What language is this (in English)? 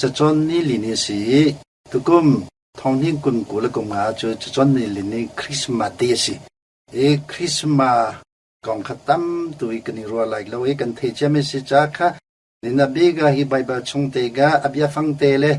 Hakha Chin